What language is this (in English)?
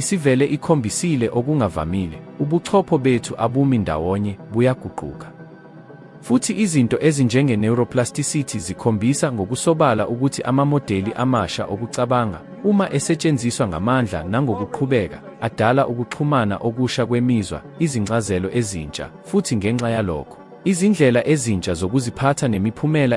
Zulu